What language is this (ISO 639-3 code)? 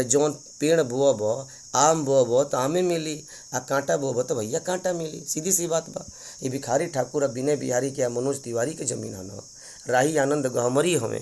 bho